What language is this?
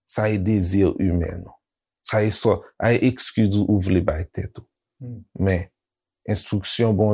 Haitian Creole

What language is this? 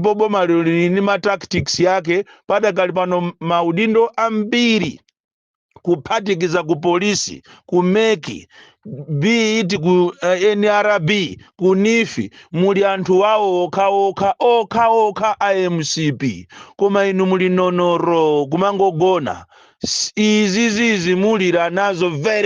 Nyanja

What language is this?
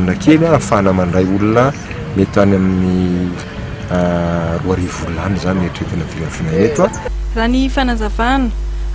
Malagasy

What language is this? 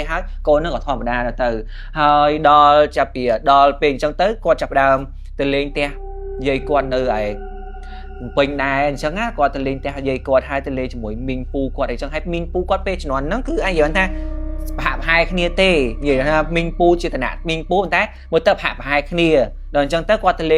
Khmer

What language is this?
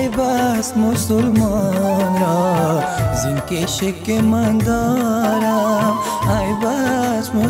Persian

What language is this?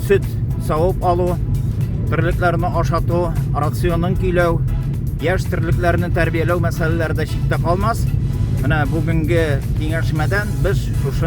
Tatar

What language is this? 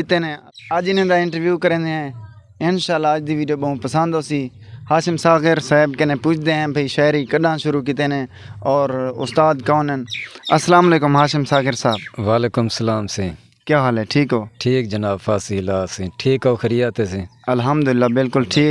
Saraiki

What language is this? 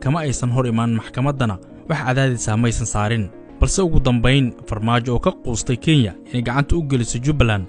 Somali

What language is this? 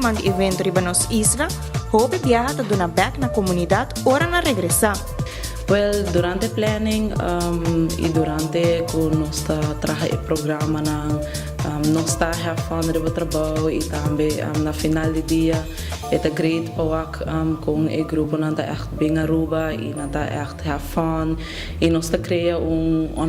Papiamento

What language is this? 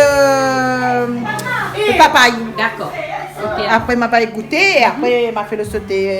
Réunion Creole French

